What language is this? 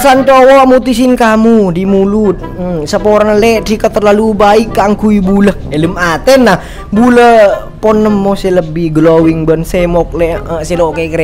Madurese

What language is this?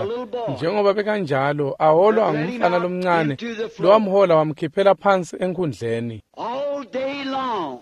Swati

